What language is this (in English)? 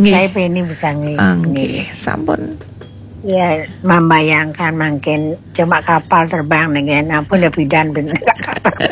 Balinese